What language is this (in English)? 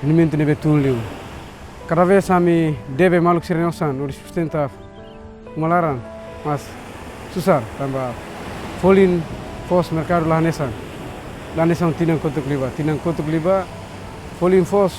Tetum